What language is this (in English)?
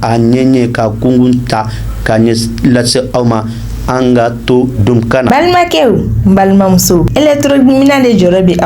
Bambara